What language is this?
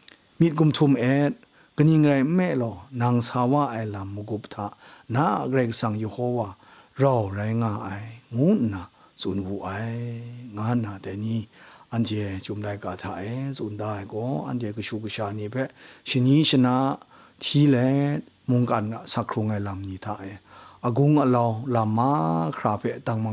Kachin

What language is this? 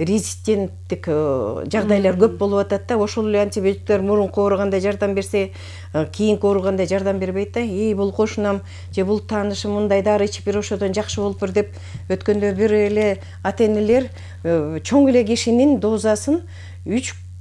Kyrgyz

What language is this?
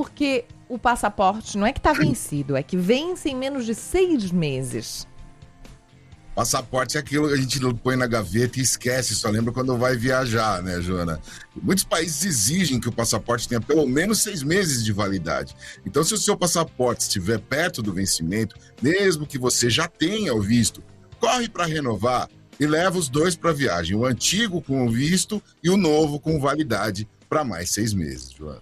Portuguese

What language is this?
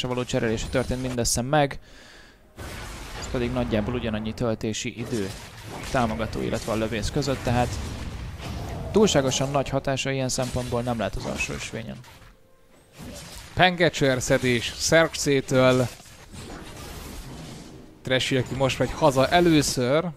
Hungarian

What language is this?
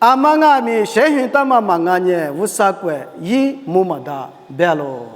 Lisu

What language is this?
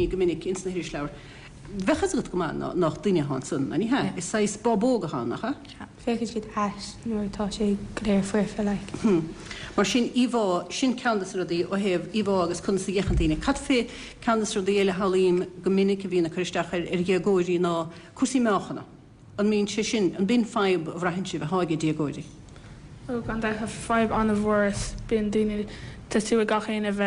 Irish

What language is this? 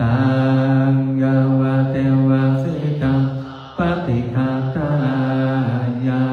Pali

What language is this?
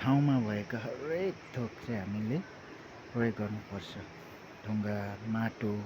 Nepali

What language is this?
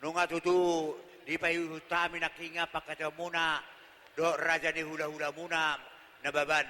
Batak Toba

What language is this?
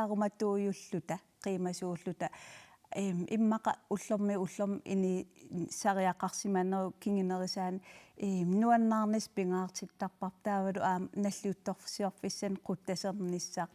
Kalaallisut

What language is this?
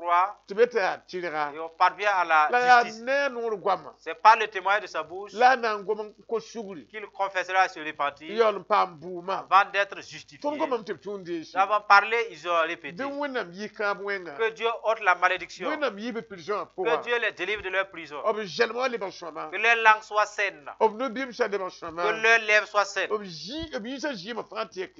Mossi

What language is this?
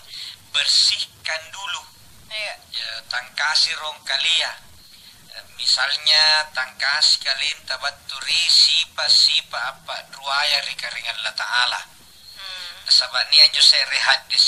Makasar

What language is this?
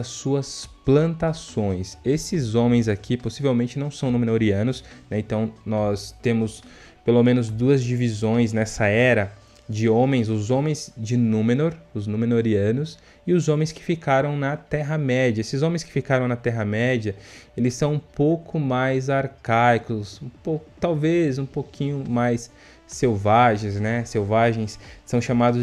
Portuguese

